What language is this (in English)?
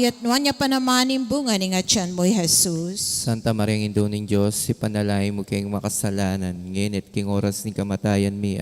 Pampanga